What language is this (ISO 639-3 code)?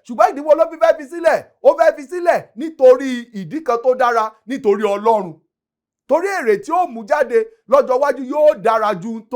yor